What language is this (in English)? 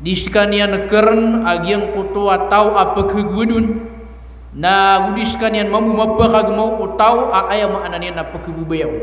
Maranao